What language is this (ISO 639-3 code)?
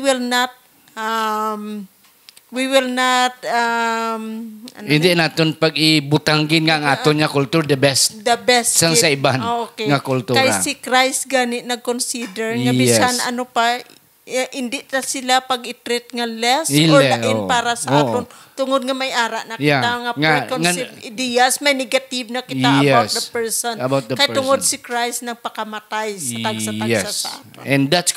hil